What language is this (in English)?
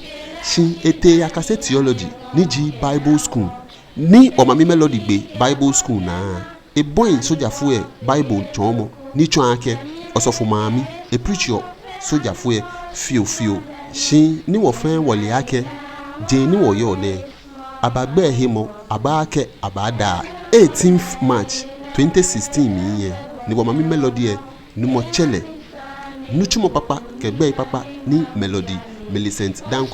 Ga